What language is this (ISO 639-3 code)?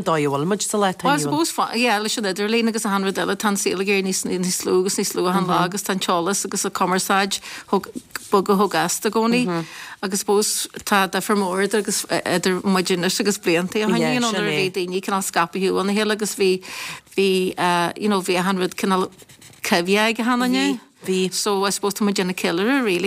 gle